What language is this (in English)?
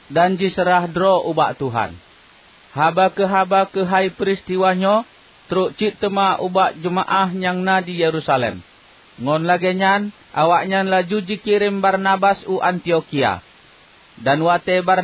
Achinese